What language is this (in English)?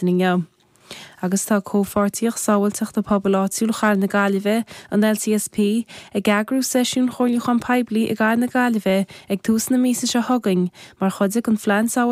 Irish